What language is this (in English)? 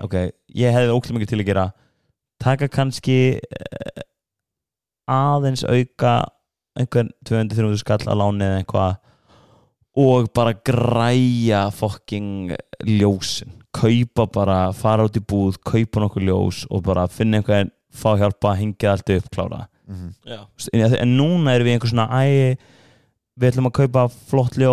Icelandic